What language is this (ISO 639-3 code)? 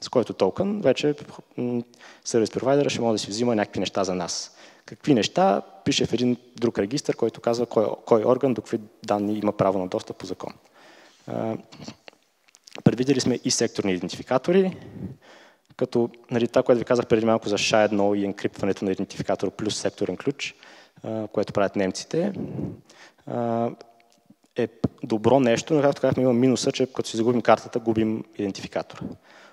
bul